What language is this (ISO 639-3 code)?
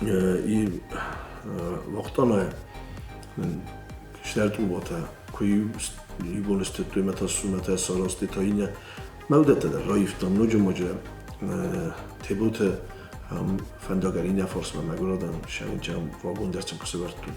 oss